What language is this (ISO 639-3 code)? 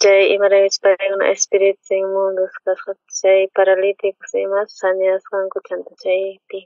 quh